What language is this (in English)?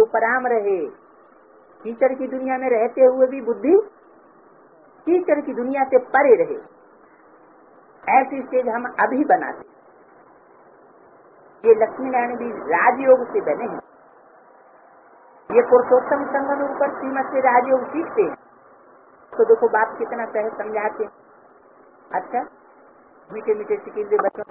Hindi